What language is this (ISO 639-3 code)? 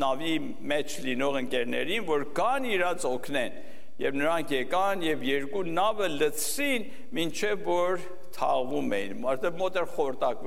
hye